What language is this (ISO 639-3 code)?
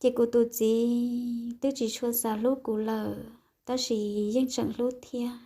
hmn